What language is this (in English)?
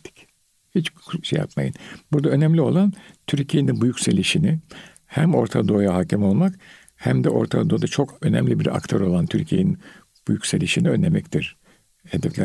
Turkish